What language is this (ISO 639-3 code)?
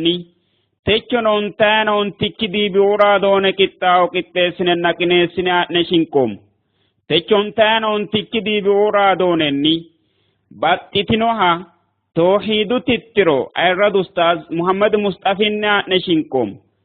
sid